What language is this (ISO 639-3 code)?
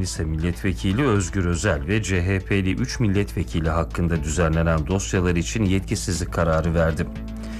tur